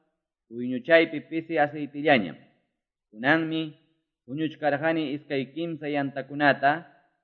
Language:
Quechua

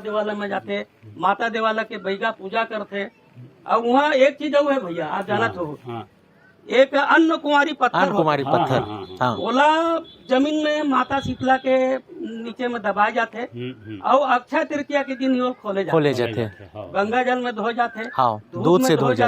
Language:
Chhattisgarhi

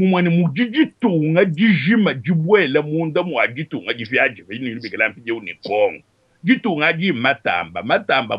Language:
Luba-Lulua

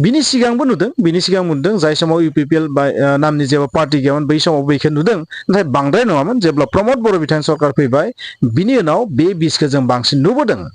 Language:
Bodo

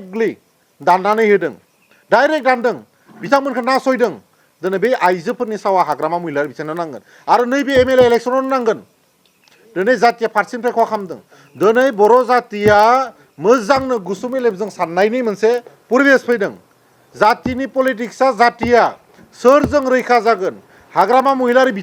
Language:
Bodo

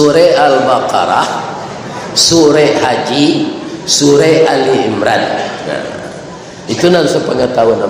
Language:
Minangkabau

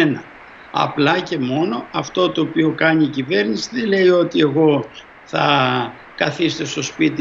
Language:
Greek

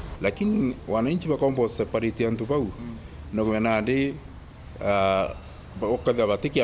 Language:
Meru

